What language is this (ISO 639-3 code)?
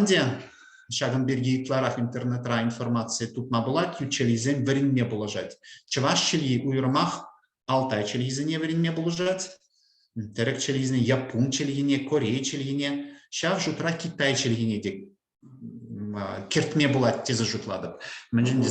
chv